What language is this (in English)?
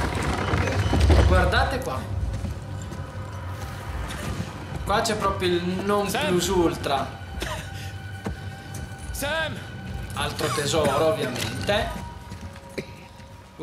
Italian